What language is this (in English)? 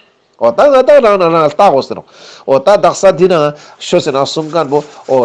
Ladakhi